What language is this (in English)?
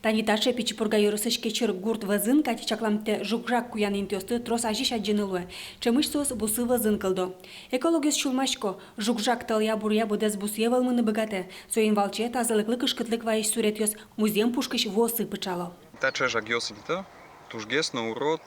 Udmurt